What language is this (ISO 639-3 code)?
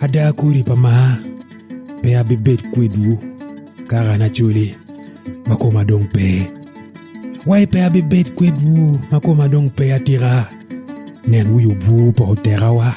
ach